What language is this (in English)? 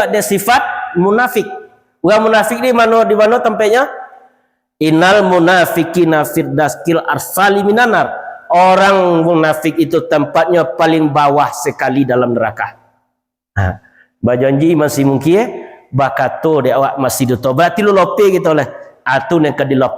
Minangkabau